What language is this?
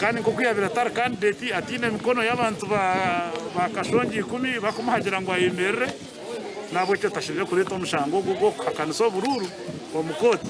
Nyankole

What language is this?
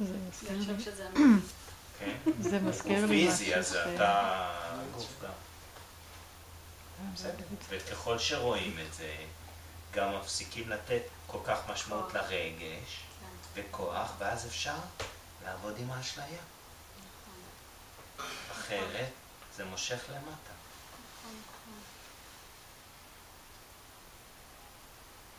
Hebrew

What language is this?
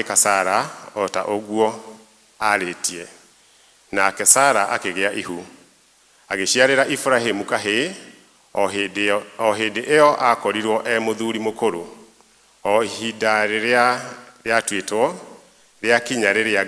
Kikuyu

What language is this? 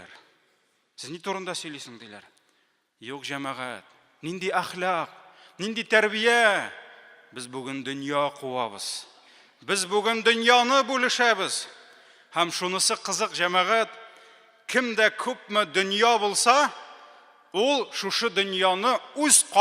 Tatar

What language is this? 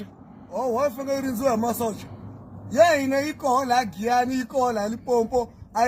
Tsonga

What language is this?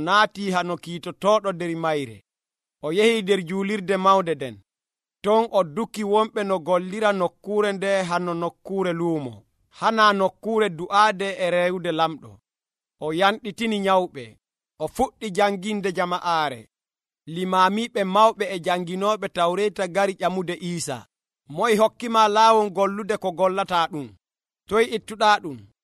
Nigerian Fulfulde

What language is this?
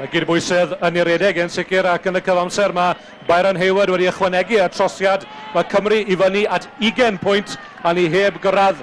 Welsh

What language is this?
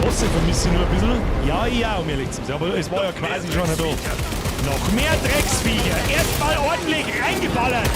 Bavarian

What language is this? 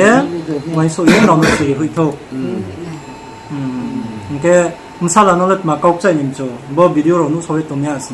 Riang (India)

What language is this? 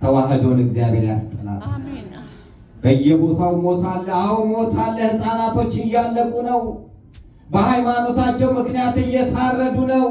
Amharic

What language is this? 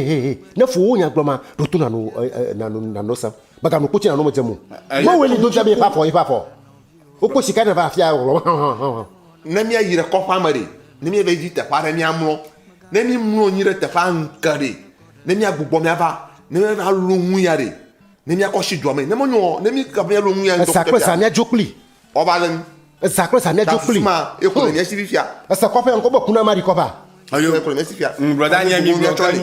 Ewe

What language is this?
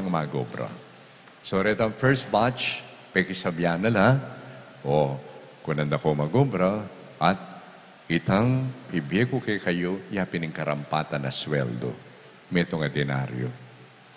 Pampanga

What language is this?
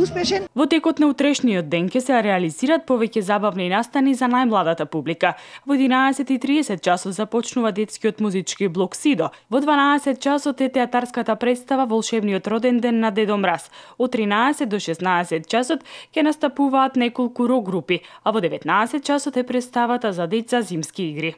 Macedonian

